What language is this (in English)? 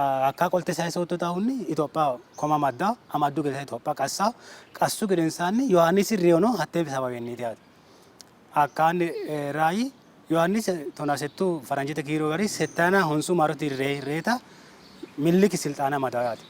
Sidamo